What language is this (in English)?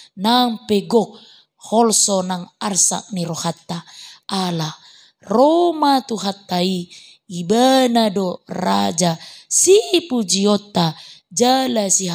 Batak Toba